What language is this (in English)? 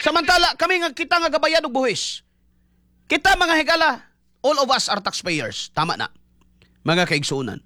Cebuano